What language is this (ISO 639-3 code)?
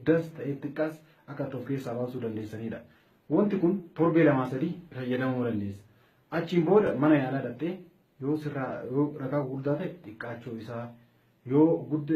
orm